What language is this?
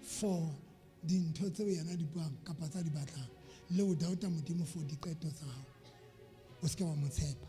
Southern Sotho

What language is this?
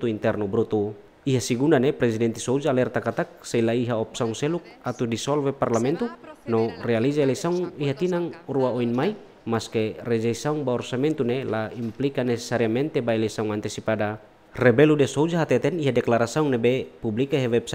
Tetum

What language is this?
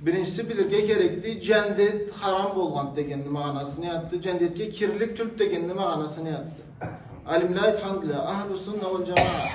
Karachay-Balkar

